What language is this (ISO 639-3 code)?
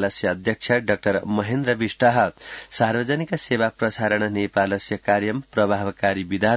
san